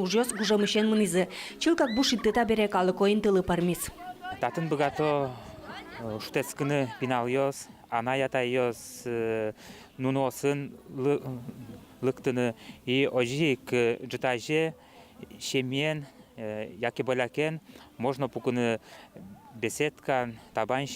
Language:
Udmurt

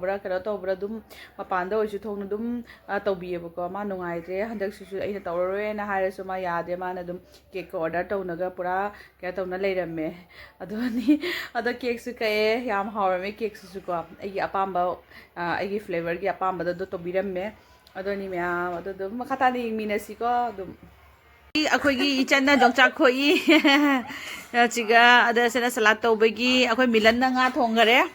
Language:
Manipuri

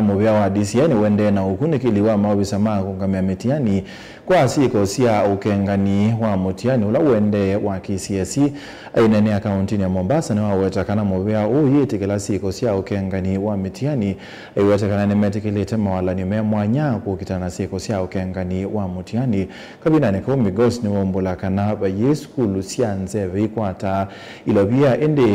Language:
Kamba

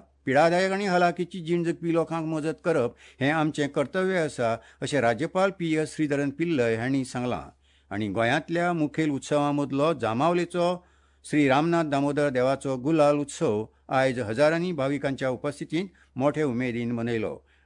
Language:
Konkani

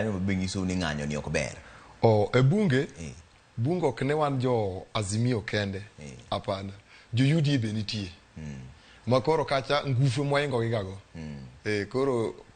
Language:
Luo (Kenya and Tanzania)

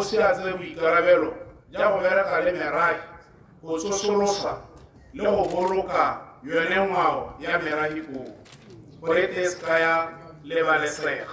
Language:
Tswana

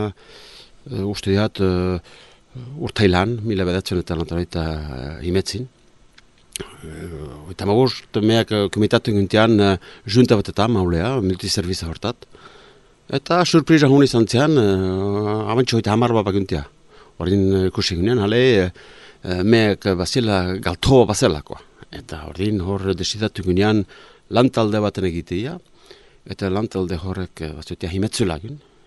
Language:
Basque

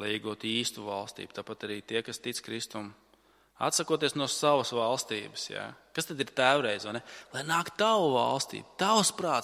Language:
Latvian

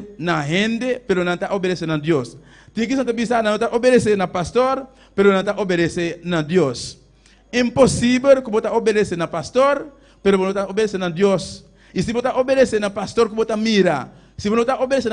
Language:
Papiamento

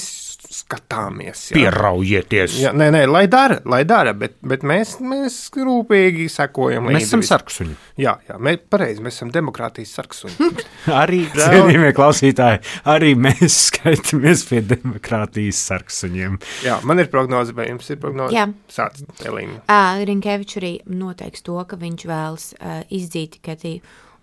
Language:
Latvian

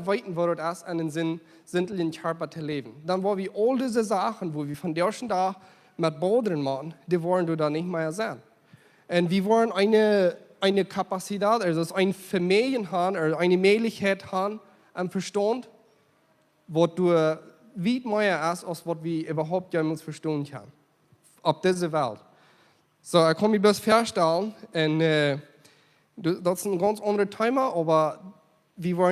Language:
Plautdietsch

